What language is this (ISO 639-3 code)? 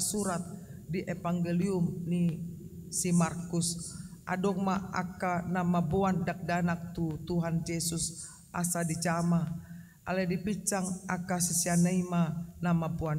bbc